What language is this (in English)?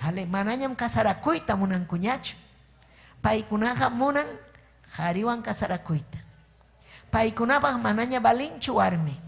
Ayacucho Quechua